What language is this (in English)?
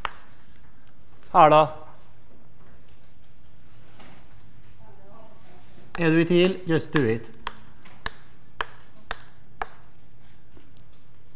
Norwegian